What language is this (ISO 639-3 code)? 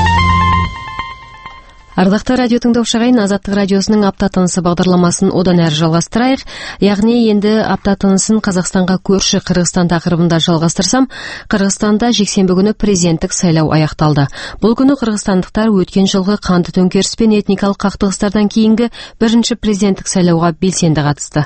kaz